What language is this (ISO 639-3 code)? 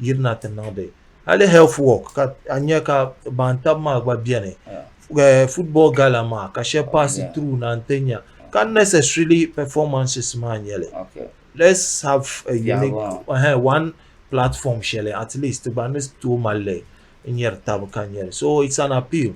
dag